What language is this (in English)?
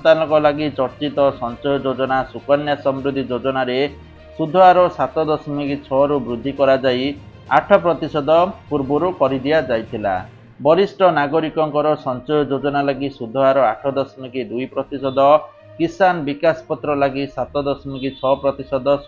Odia